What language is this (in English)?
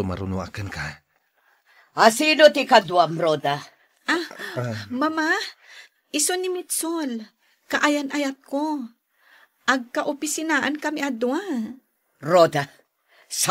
Iloko